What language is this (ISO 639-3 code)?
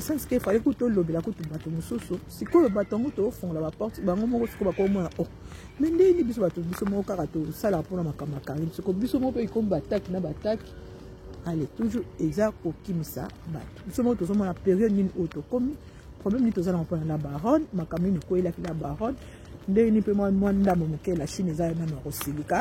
lin